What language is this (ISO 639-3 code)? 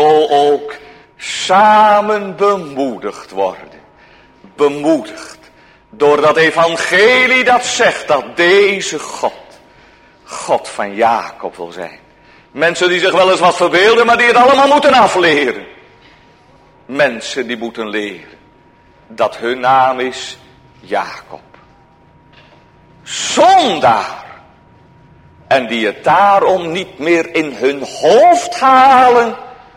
nld